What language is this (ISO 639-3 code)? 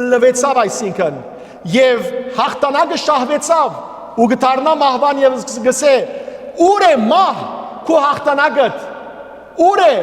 hyw